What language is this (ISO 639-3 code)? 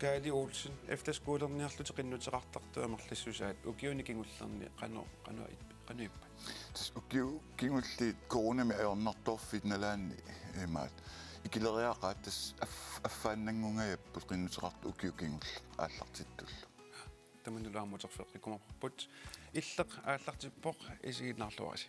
kal